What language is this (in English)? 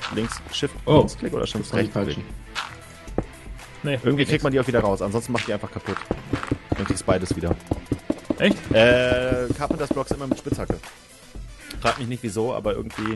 German